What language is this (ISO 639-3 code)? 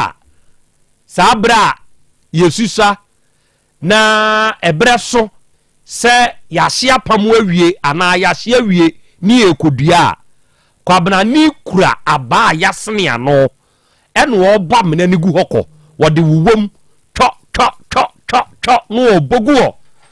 aka